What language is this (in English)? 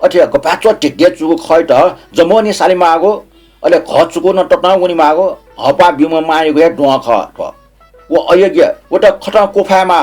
Newari